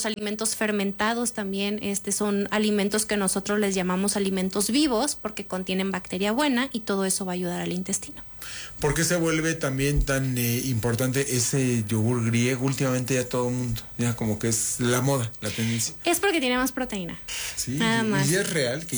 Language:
Spanish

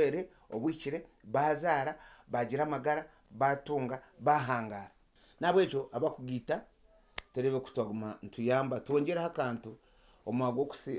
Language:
Nyankole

